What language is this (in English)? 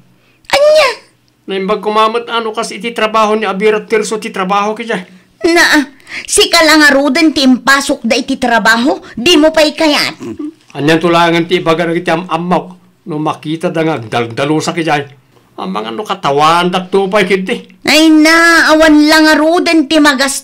Iloko